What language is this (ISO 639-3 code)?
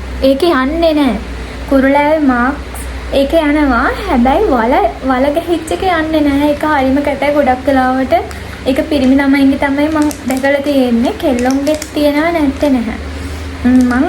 sin